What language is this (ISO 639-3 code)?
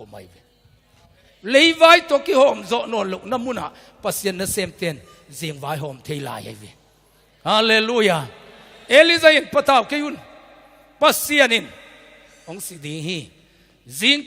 ctd